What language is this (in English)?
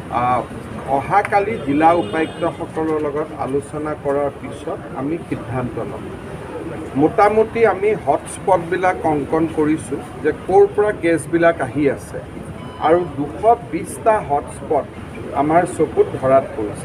Assamese